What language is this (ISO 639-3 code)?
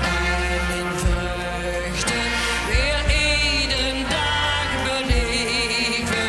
lim